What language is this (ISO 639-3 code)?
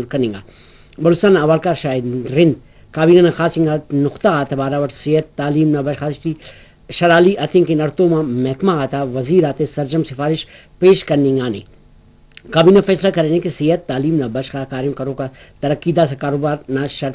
brh